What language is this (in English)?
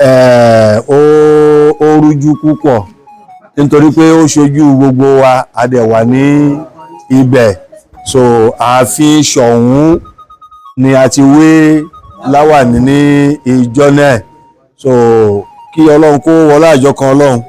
Yoruba